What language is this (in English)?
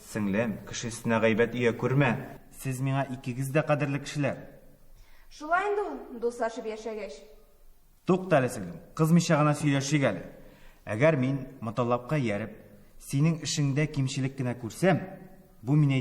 Tatar